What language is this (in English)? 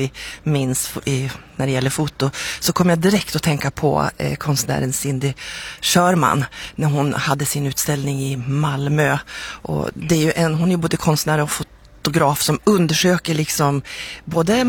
Swedish